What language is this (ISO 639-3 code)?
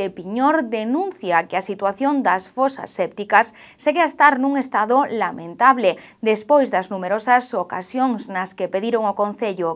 glg